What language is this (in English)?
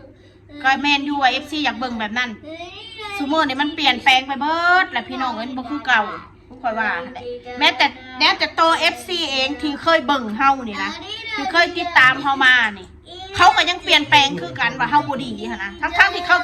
Northeastern Thai